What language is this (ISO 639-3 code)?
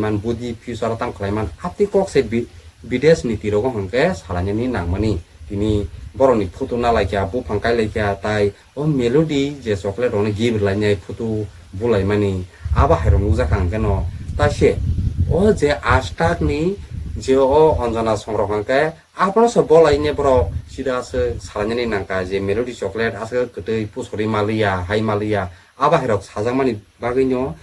trp